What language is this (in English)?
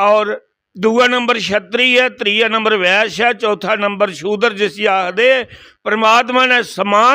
Dogri